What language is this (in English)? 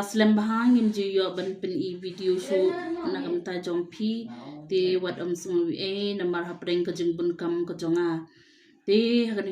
Khasi